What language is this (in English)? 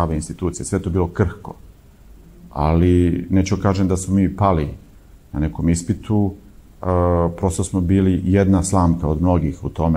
Serbian